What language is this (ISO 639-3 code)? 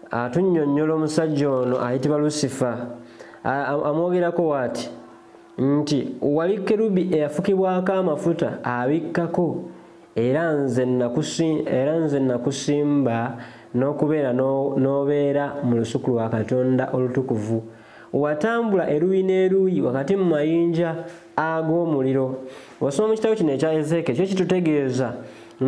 lug